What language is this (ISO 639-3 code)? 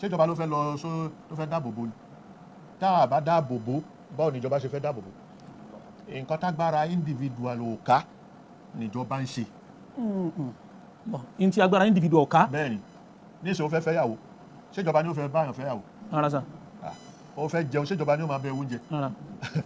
yor